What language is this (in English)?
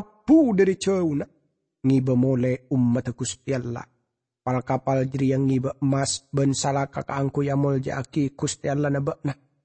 Madurese